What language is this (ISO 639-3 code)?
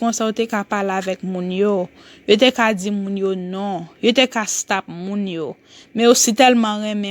hat